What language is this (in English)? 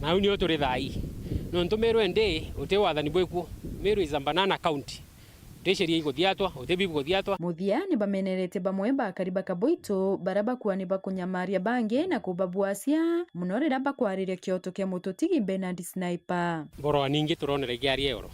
Meru